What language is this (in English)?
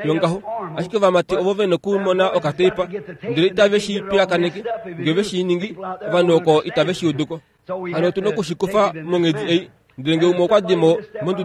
Kuanyama